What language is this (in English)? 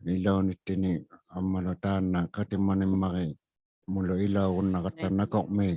Inuktitut